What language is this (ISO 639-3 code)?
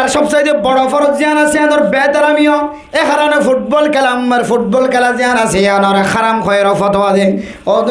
rhg